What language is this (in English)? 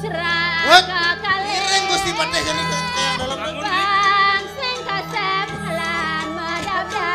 Balinese